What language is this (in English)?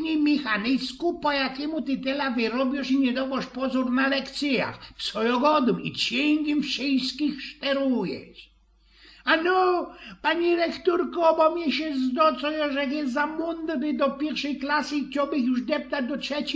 Silesian